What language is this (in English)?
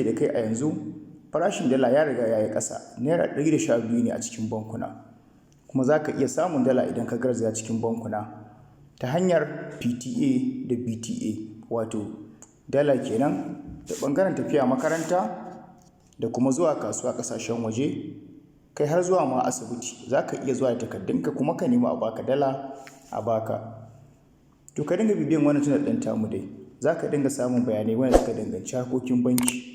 Hausa